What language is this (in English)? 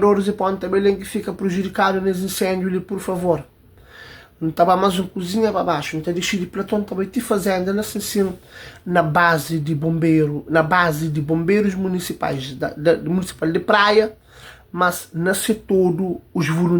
Kabuverdianu